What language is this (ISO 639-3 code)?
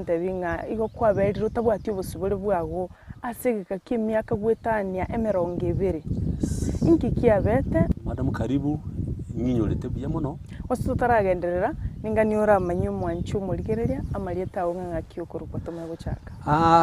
guz